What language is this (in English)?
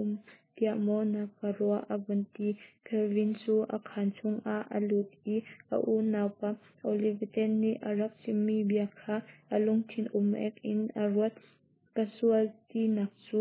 Hakha Chin